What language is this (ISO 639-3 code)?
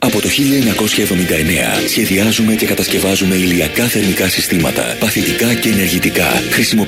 ell